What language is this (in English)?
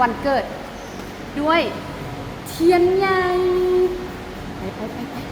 Lao